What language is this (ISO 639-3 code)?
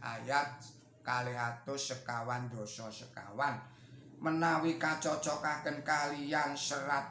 jav